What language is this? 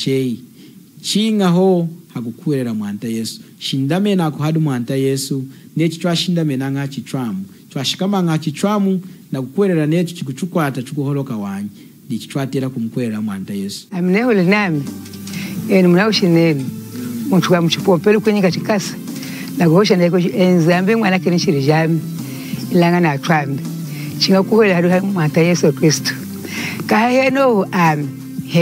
Lunda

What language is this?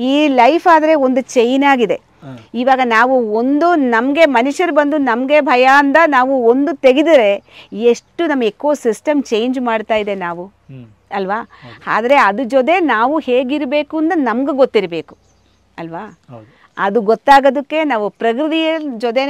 Kannada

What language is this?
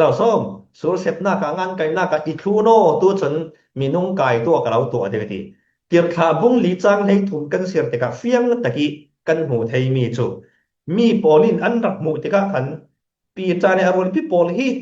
Falam Chin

